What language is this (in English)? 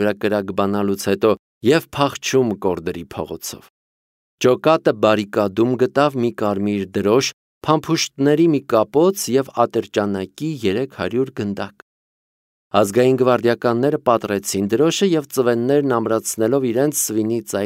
Armenian